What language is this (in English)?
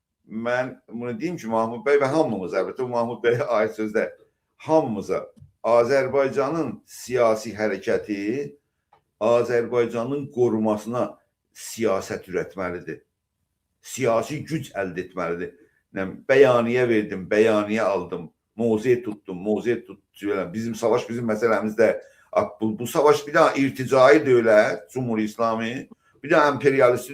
South Azerbaijani